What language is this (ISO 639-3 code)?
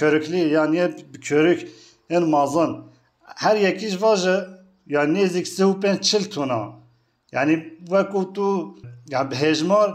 kur